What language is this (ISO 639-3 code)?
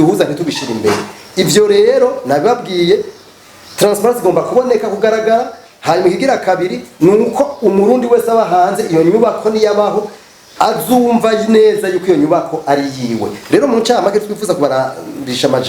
run